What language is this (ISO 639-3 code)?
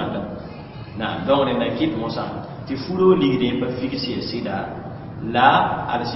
mos